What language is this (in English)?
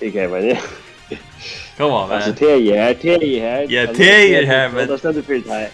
Faroese